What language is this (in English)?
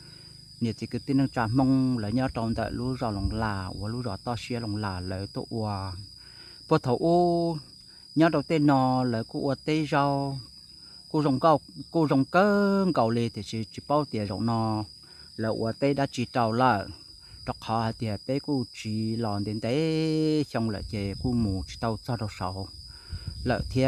Hmong